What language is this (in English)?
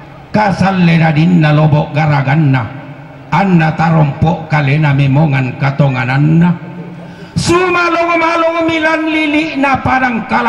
Toraja-Sa'dan